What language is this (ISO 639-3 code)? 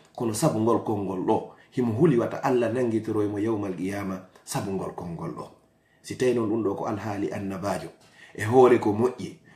ful